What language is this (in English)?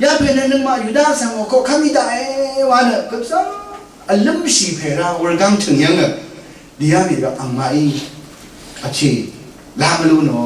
Rawang